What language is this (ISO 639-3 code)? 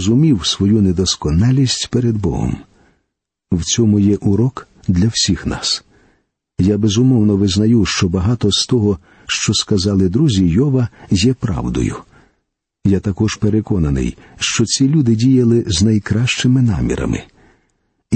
ukr